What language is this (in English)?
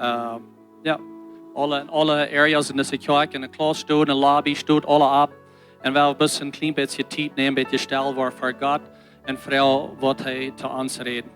Plautdietsch